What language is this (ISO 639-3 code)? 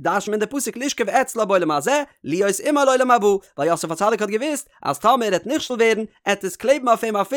yid